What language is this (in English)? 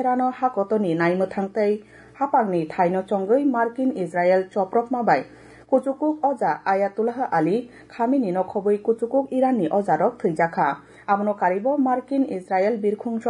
Kok Borok